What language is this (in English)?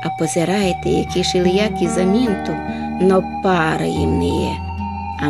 Rusyn